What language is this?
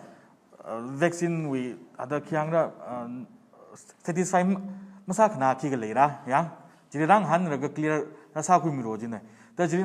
Tangkhul Naga (India)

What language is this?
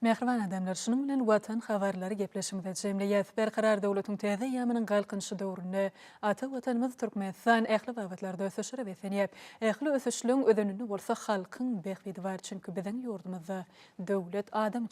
Turkmen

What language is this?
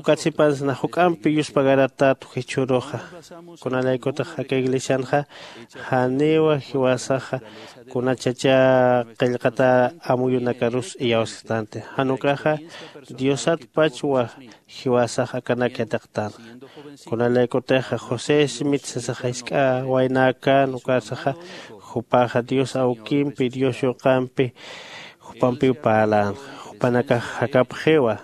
Aymara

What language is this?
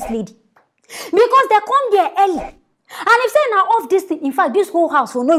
Nigerian Pidgin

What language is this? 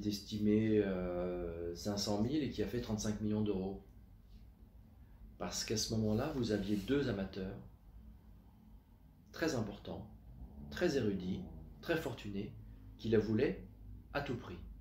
French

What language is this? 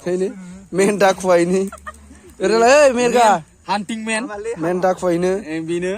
Bodo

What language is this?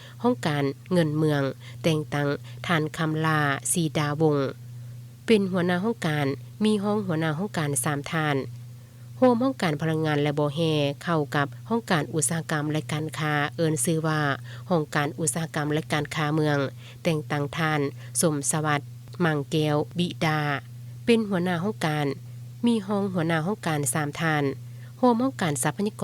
Lao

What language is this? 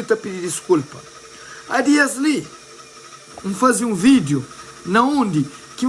Kabuverdianu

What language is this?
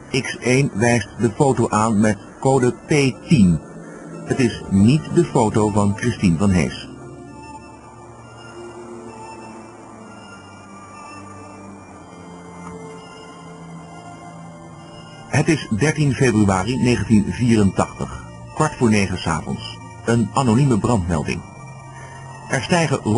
Dutch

